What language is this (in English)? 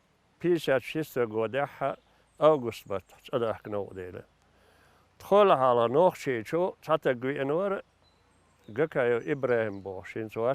Chechen